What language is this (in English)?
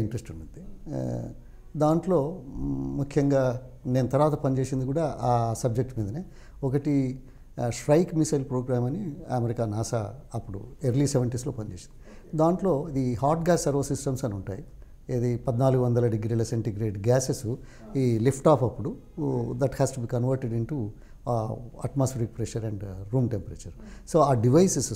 Telugu